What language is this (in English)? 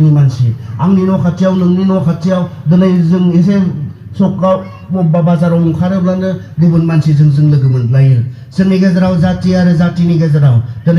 Bodo